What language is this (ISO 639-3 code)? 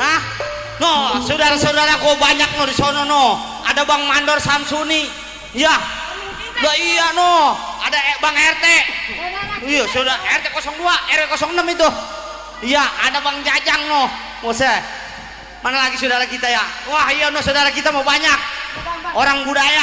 bew